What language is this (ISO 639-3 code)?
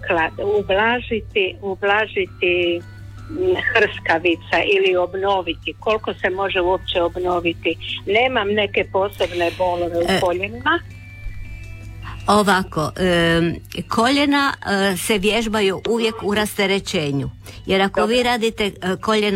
hrv